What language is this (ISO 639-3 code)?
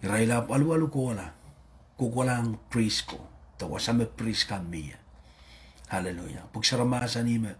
pon